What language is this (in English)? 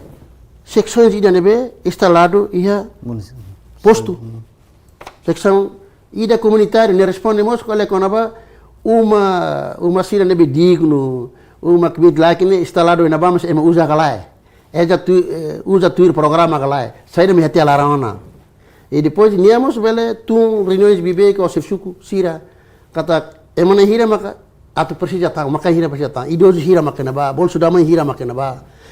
Tetum